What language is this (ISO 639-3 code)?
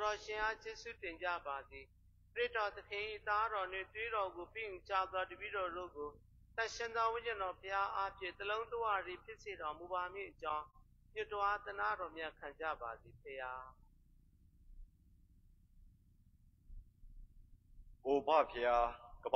mya